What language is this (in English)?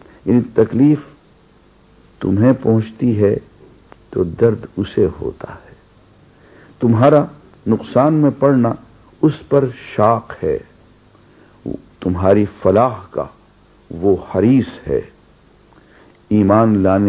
Urdu